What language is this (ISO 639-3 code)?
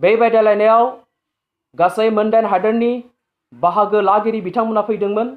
brx